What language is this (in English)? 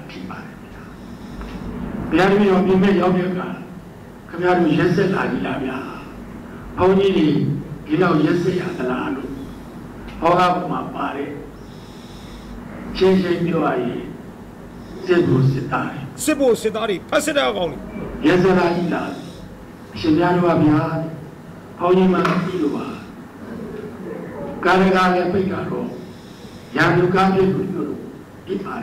Burmese